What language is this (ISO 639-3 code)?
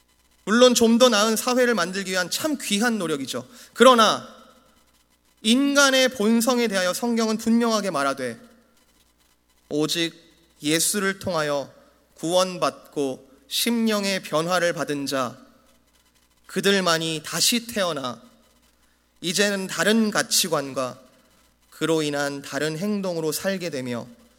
kor